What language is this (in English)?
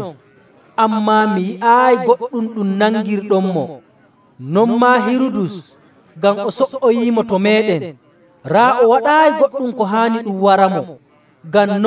Nigerian Fulfulde